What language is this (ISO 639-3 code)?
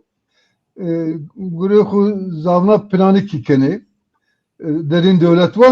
zza